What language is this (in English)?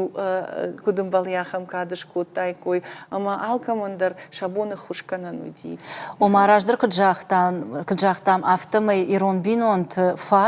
Ossetic